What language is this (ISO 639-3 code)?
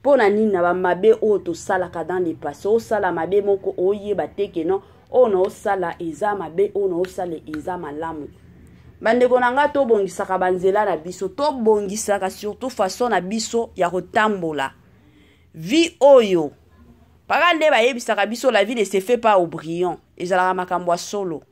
lin